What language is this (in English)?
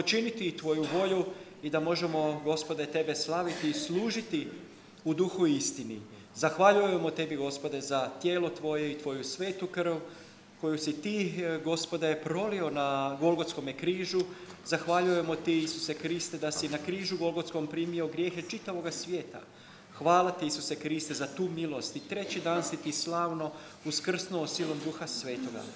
Croatian